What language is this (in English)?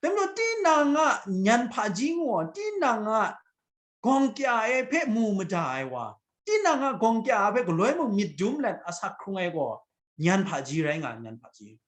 Kachin